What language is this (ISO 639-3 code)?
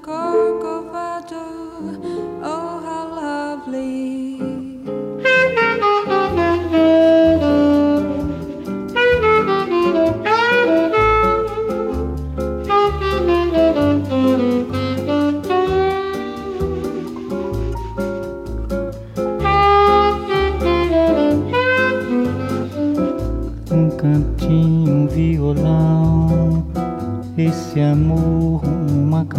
por